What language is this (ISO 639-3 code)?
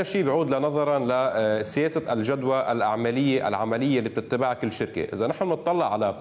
ara